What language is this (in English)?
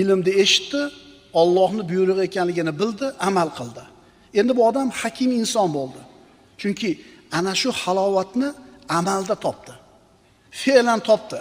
Uzbek